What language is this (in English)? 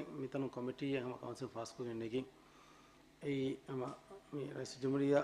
Divehi